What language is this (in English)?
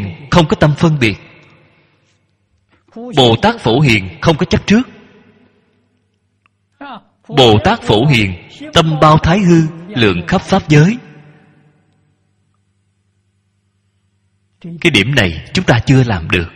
Vietnamese